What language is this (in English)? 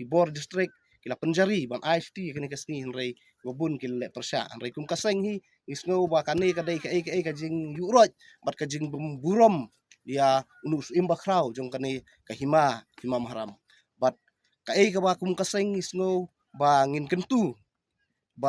Khasi